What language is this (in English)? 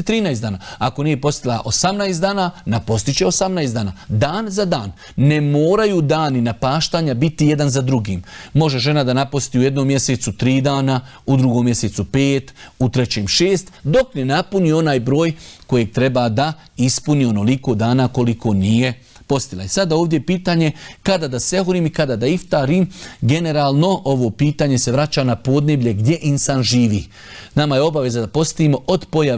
Bosnian